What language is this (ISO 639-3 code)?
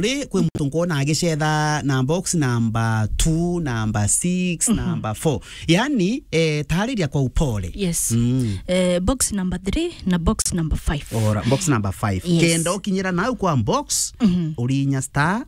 mer